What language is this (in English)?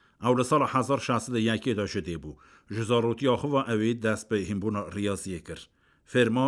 Kurdish